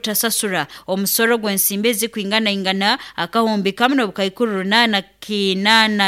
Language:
Nyoro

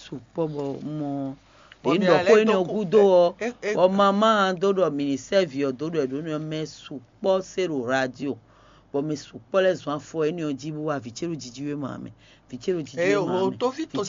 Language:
Fon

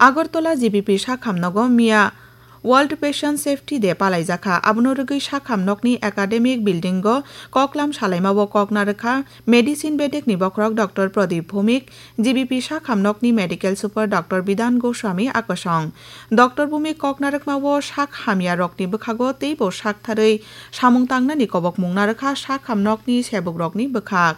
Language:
Kok Borok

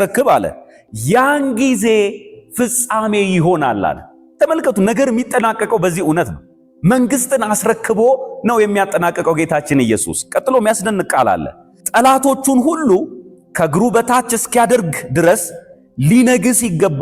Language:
Amharic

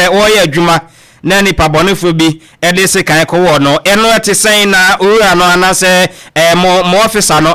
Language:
Akan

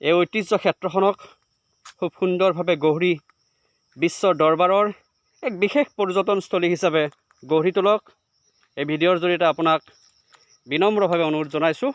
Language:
Assamese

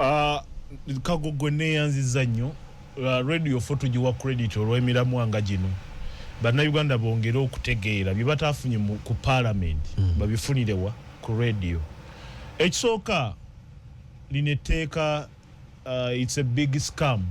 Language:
Ganda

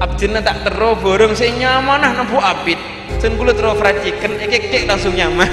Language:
Madurese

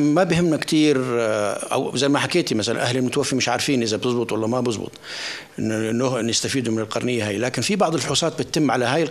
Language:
North Levantine Arabic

